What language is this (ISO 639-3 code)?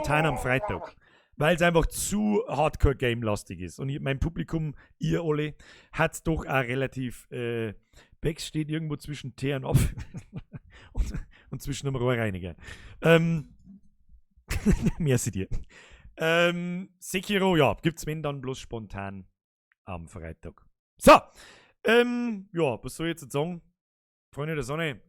bar